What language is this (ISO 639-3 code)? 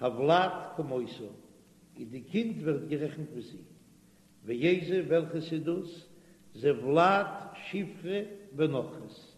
yid